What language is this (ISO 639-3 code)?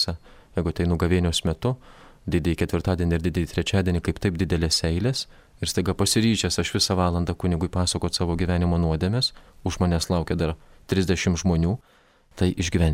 lit